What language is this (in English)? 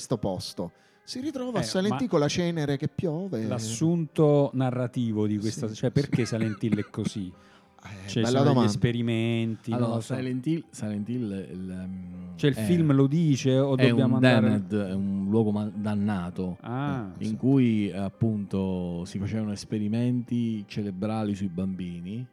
Italian